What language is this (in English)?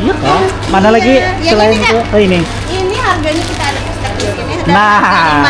Banjar